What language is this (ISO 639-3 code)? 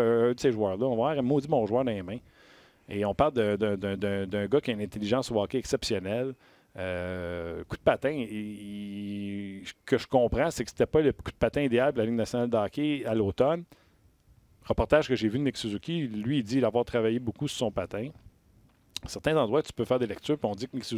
fra